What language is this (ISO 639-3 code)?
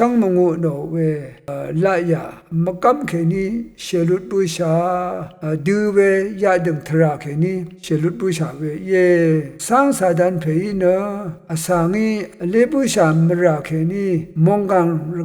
raw